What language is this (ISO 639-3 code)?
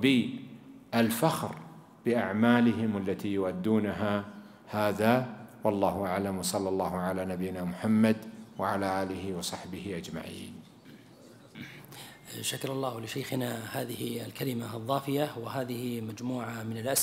ara